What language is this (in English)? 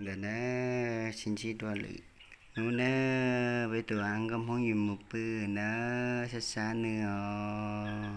Hmong